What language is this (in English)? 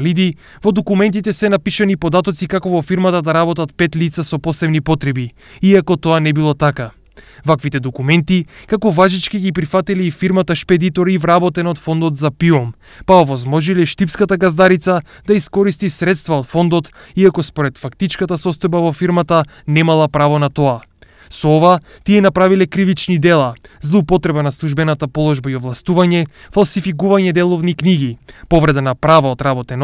Macedonian